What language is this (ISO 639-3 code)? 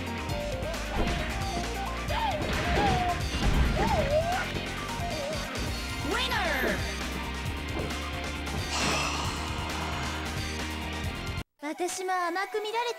jpn